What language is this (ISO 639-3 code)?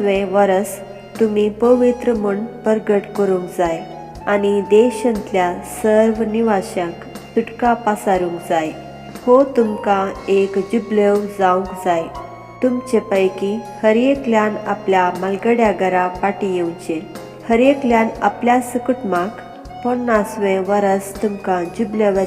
kok